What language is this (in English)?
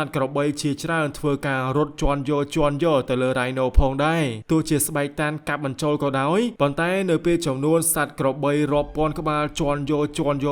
Khmer